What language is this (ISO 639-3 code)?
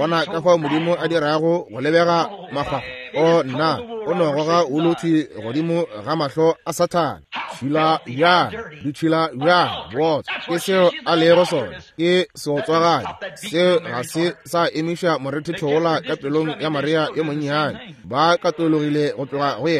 nso